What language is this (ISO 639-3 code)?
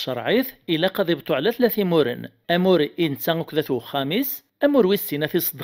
kab